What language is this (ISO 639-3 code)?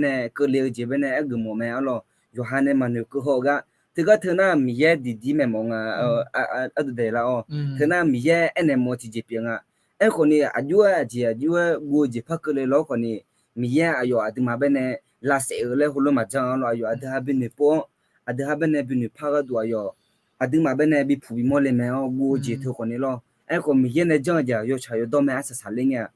ahk